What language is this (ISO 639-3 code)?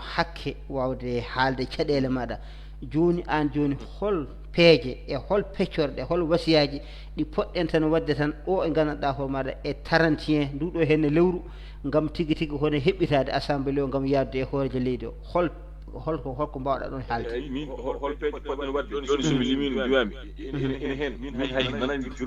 ful